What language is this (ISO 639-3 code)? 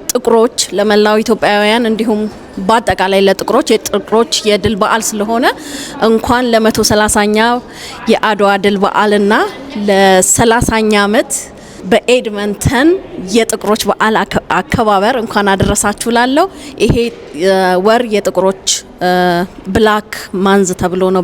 amh